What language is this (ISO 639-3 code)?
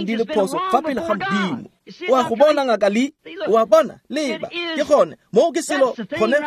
tsn